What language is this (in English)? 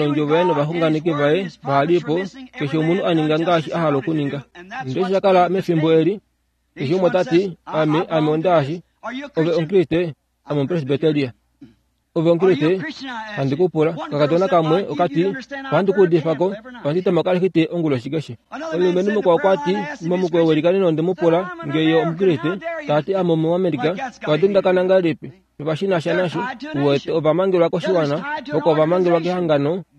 Kuanyama